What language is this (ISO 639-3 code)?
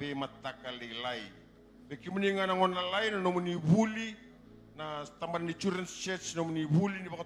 fij